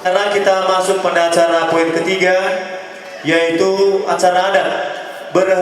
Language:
Nias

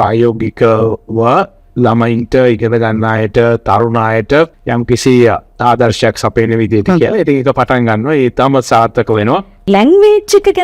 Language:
Sinhala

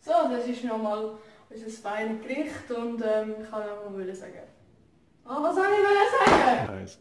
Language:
Swiss German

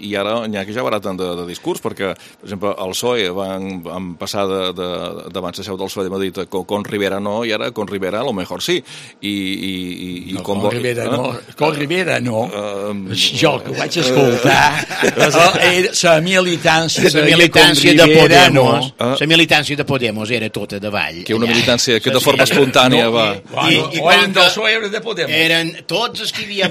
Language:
Catalan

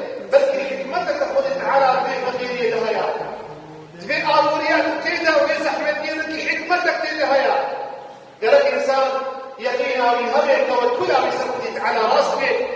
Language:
Kurdish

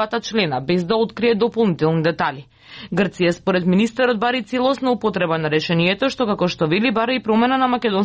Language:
Macedonian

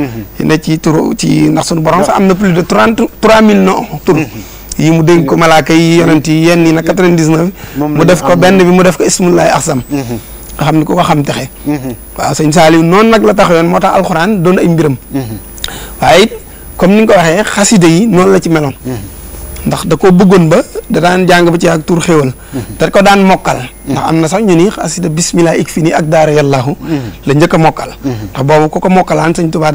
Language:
Wolof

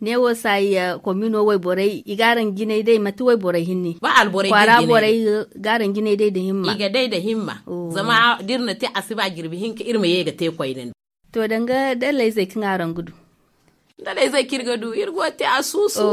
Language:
Zarma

